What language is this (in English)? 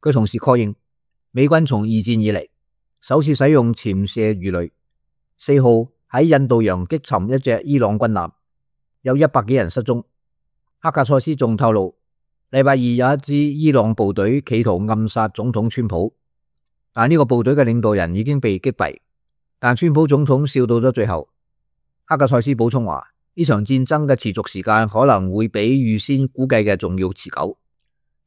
Cantonese